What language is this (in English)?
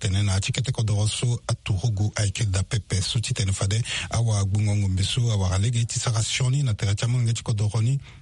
Sango